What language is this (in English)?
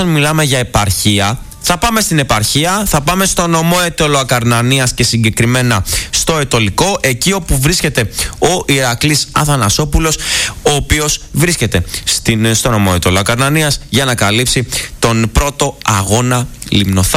Greek